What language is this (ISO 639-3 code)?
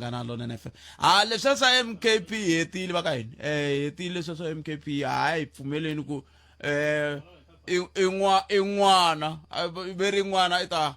tso